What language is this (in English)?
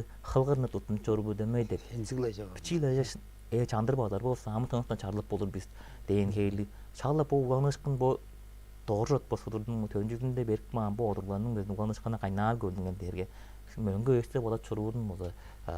Tuvinian